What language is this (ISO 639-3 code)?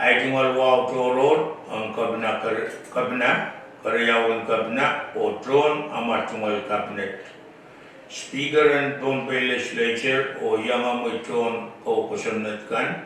pon